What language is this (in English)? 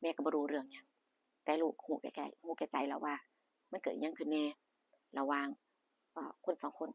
Northeastern Thai